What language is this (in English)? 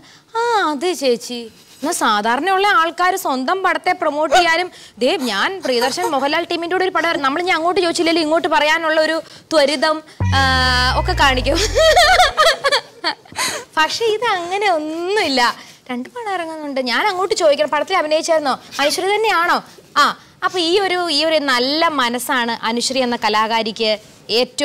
Malayalam